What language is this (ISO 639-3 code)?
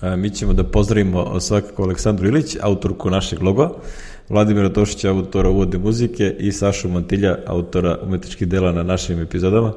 srp